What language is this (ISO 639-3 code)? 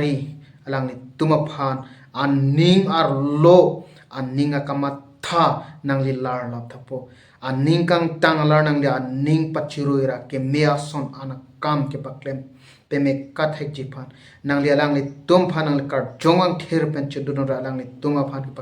mjw